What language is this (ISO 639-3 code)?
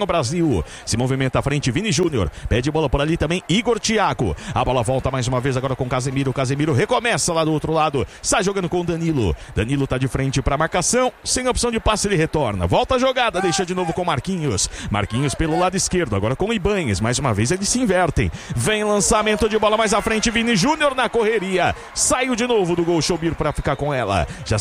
por